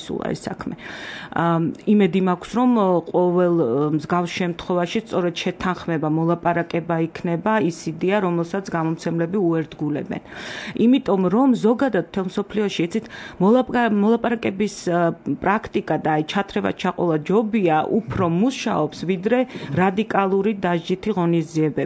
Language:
Georgian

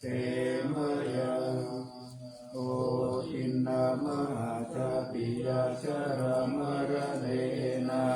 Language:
Pali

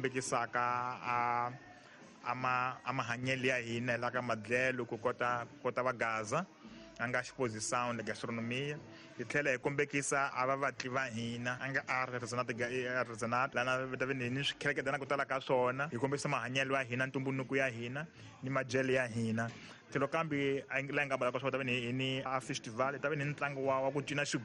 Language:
Tsonga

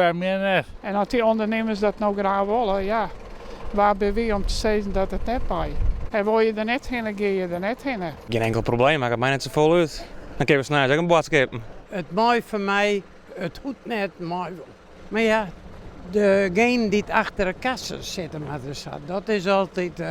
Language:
Western Frisian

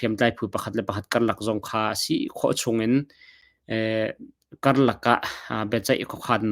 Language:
Hakha Chin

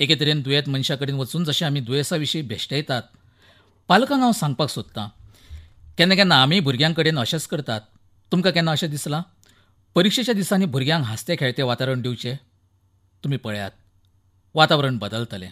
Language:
Konkani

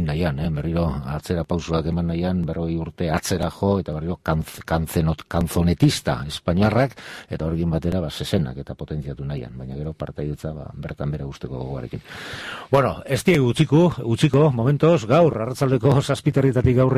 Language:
Basque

